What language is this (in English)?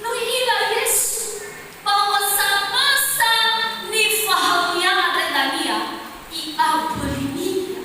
Nias